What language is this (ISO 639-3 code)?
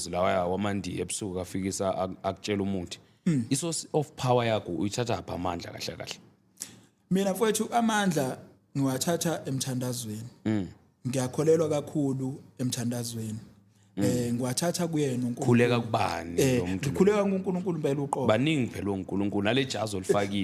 zul